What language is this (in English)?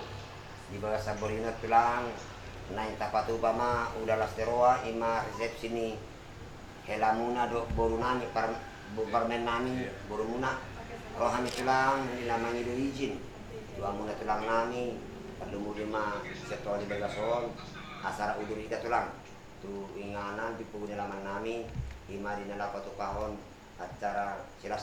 Batak Toba